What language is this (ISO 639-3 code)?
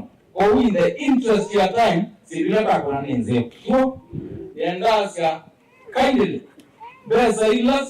kam